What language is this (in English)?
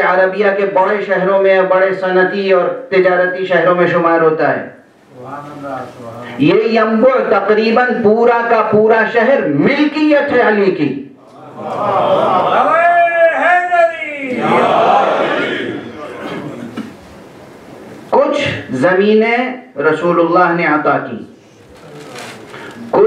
Urdu